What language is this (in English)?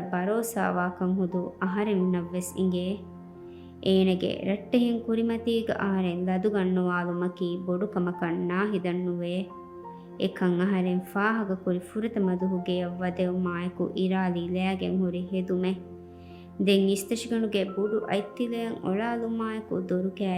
Divehi